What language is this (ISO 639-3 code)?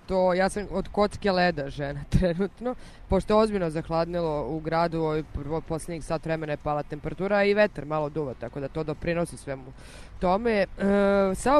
srp